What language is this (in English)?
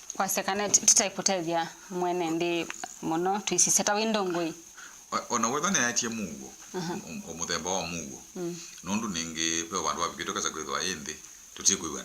Kamba